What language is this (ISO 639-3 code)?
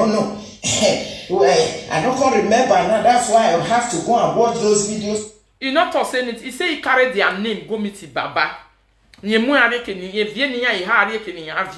pcm